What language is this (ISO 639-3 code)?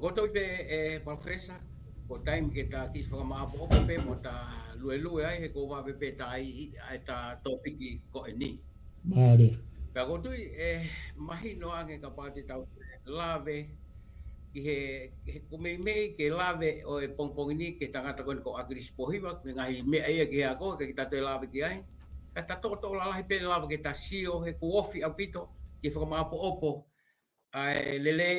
ton